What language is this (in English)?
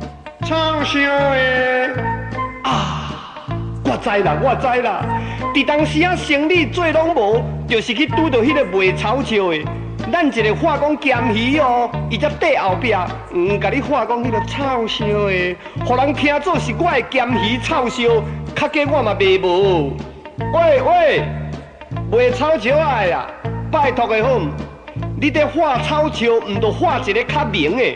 Min Nan Chinese